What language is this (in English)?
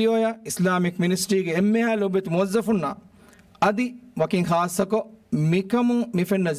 Divehi